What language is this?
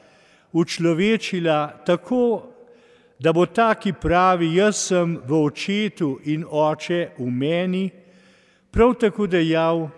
Slovenian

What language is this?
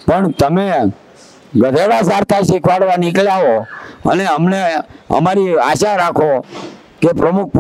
Gujarati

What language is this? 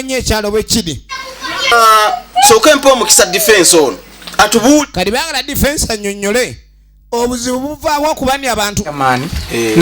Ganda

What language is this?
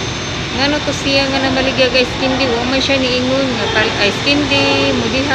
Cebuano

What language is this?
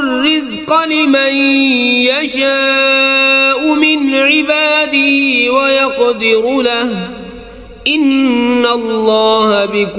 Kashmiri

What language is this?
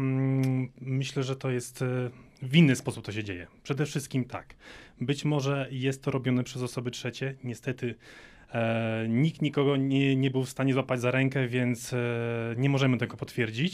Polish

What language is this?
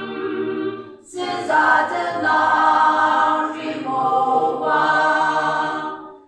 Yimchungru Naga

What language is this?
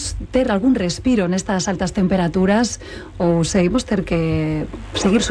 Galician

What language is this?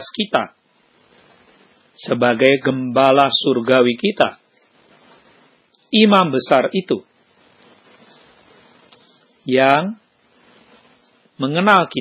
Indonesian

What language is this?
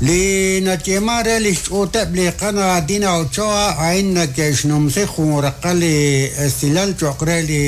Kekchí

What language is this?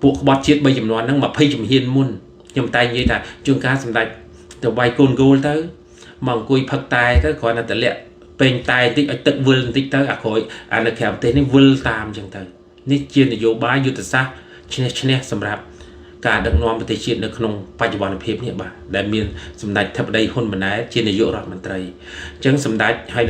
Khmer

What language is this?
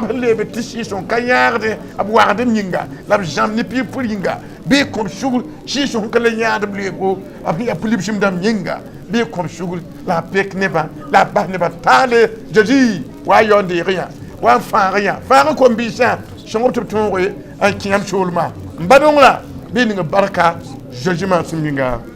Mossi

